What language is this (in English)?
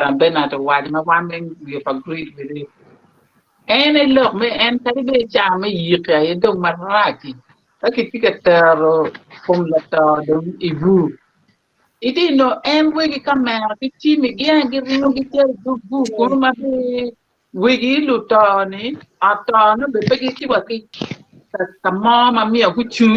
Acoli